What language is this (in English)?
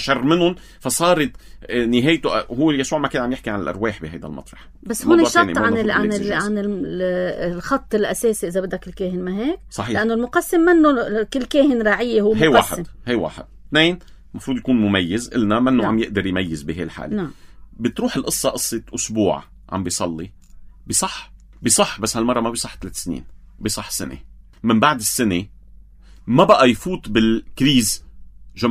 North Levantine Arabic